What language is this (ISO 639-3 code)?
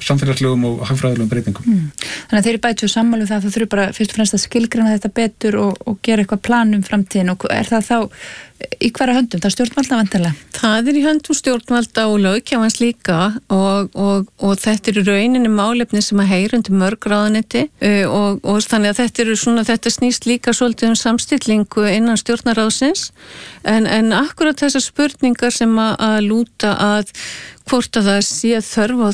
isl